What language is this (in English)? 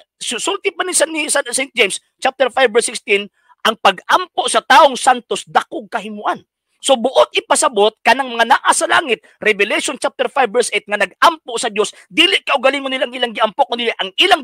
Cebuano